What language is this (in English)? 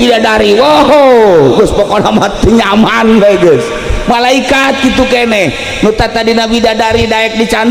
Sundanese